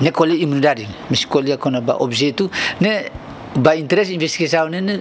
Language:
Tetum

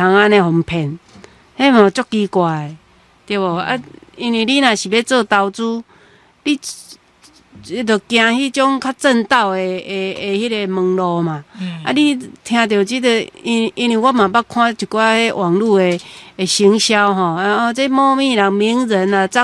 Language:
Min Nan Chinese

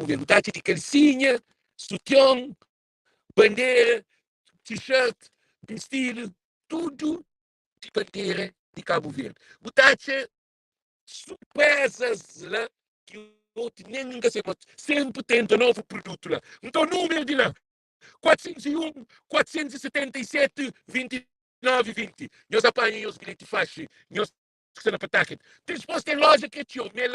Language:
Kabuverdianu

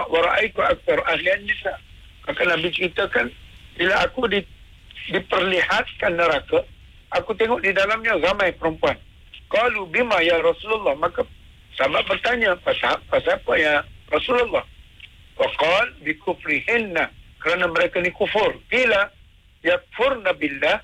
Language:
Malay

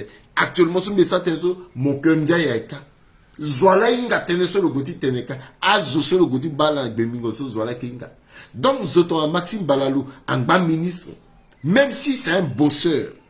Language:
Sango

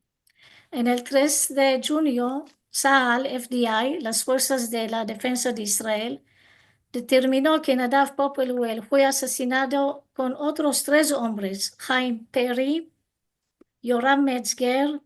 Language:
Ladino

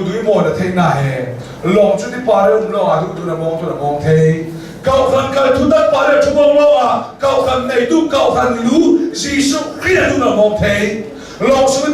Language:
Hakha Chin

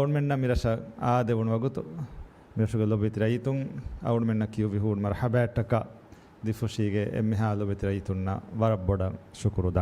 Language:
Divehi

